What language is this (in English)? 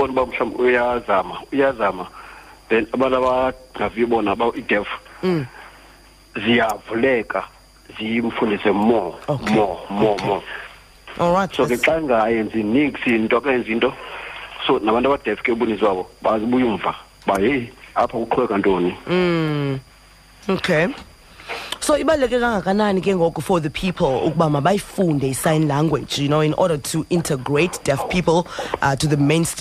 Xhosa